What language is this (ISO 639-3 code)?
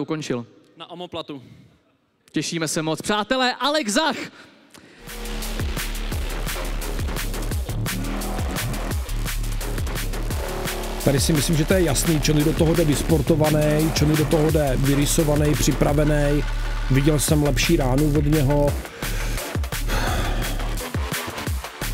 ces